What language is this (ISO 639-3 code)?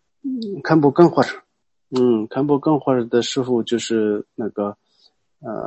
zho